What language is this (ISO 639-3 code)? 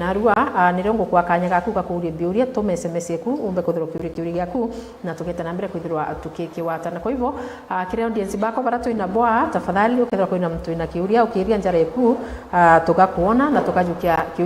mer